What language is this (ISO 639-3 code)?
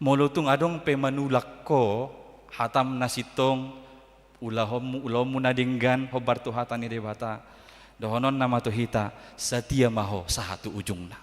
bbc